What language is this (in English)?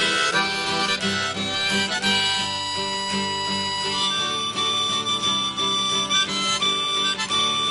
Basque